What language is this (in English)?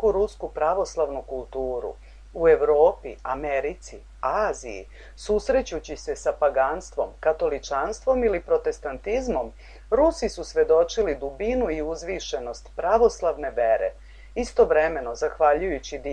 Serbian